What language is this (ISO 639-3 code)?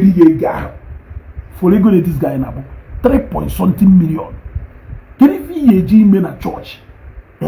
ibo